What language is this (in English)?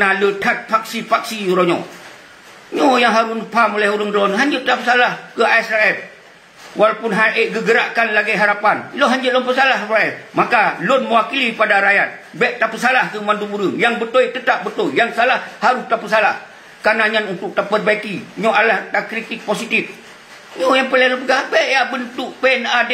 Achinese